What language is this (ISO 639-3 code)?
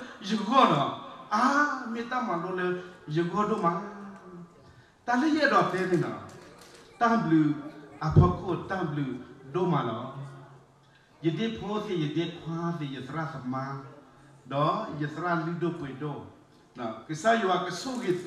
ksw